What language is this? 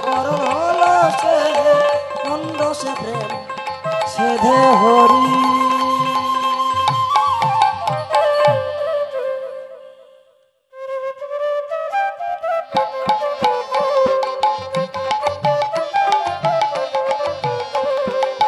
Bangla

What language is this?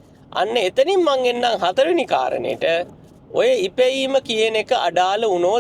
Sinhala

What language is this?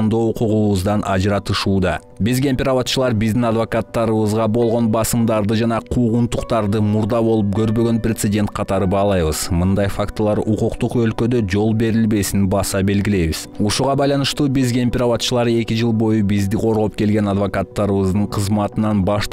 Kyrgyz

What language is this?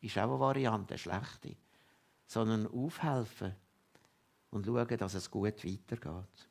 Swiss German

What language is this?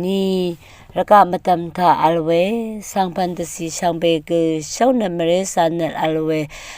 Rawang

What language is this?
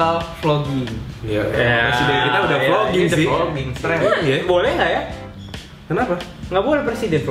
Indonesian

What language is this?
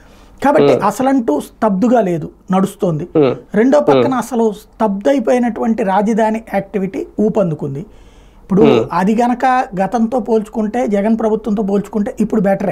Telugu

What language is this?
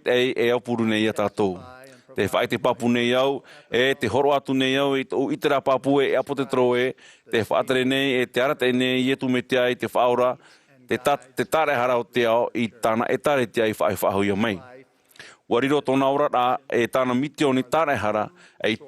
Tahitian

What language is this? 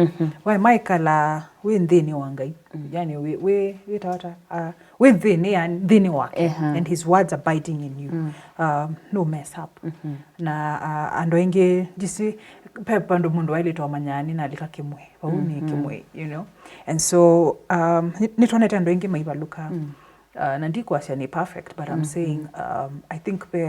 Kamba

